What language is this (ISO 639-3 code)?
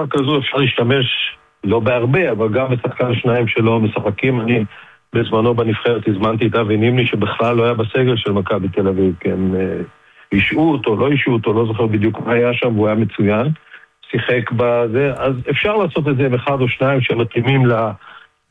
heb